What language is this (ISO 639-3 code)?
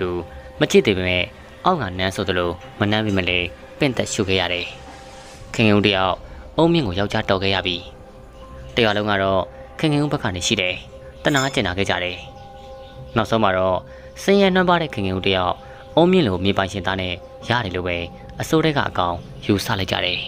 mya